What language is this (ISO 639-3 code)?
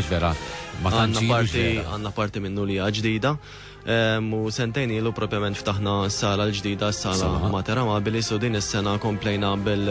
mlt